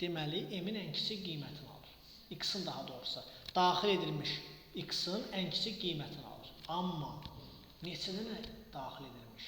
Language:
Azerbaijani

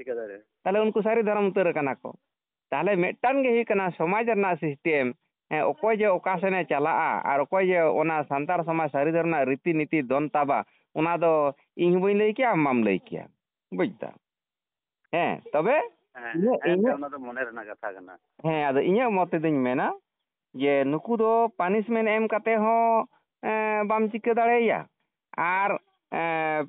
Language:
Santali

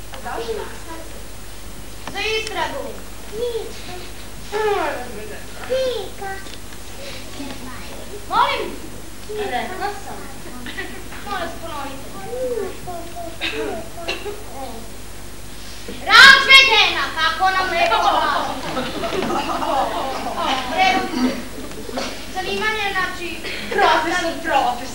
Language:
Serbian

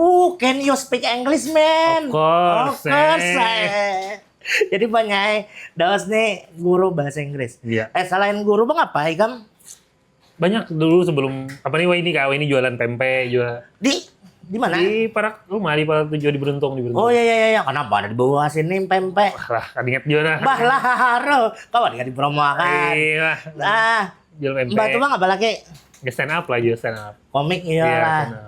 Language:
Banjar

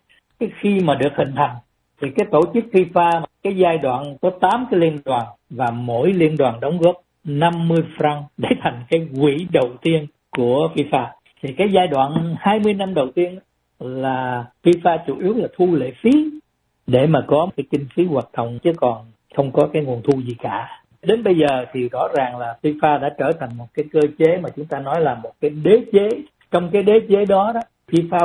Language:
Vietnamese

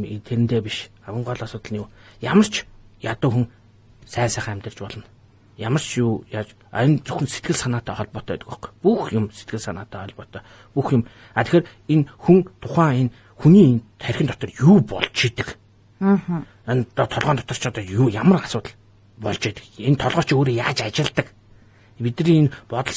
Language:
Mongolian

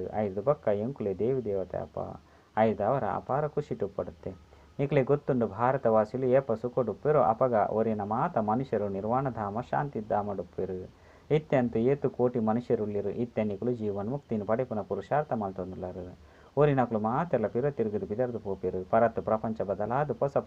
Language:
Tulu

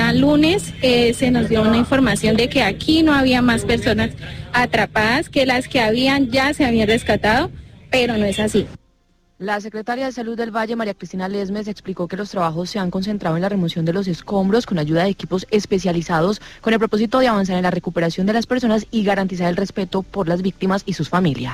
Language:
Spanish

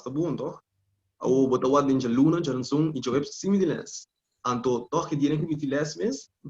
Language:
Papiamento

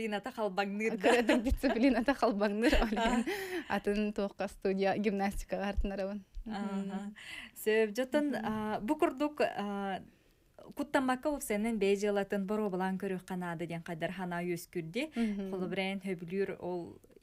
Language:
Yakut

